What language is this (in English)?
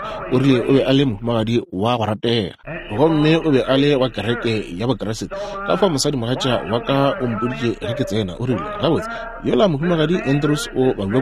Northern Sotho